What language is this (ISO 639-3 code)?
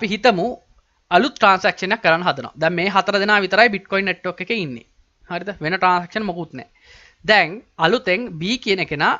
sin